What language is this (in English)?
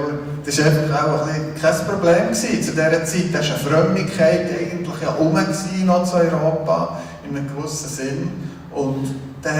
Swiss German